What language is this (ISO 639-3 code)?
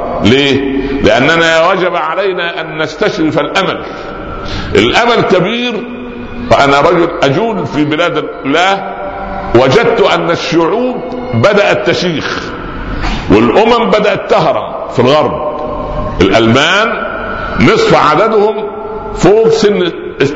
ara